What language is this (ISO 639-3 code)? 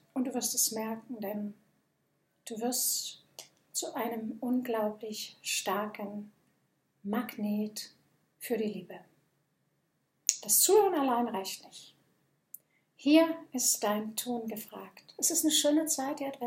deu